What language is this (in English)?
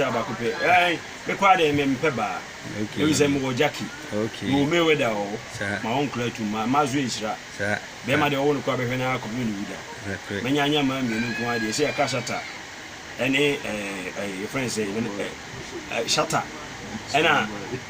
Akan